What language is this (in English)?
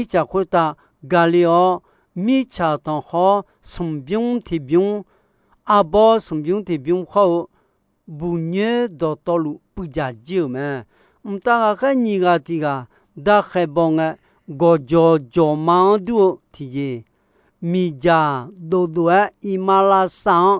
Akha